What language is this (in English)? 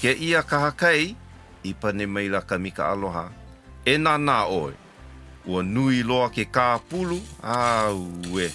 Hawaiian